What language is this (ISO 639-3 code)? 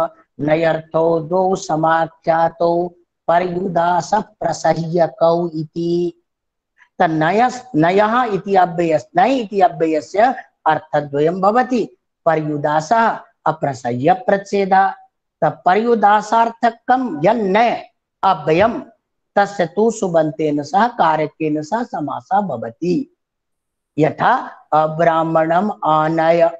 san